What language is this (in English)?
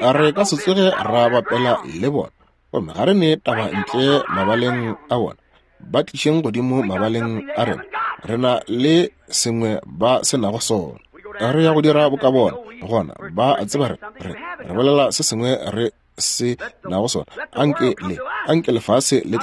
Northern Sotho